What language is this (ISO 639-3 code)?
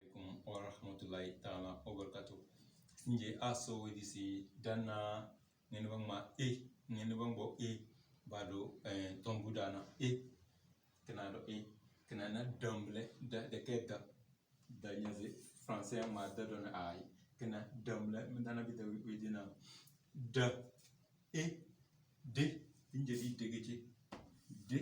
kdh